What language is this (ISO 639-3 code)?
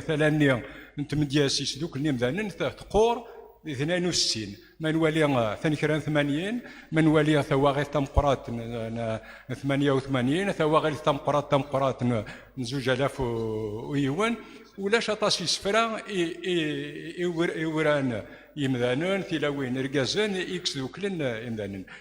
kab